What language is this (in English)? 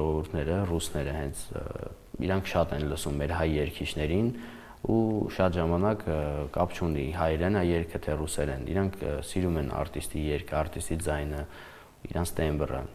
Armenian